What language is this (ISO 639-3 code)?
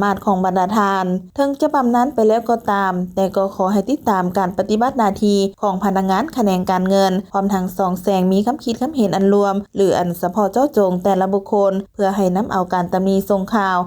lao